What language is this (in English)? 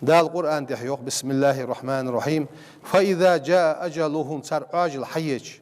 Ingush